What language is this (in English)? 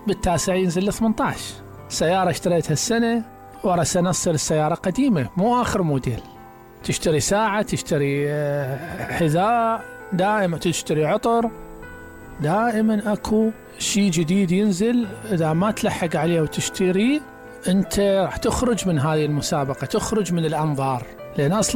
Mesopotamian Arabic